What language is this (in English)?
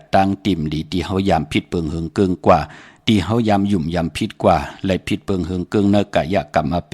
Shan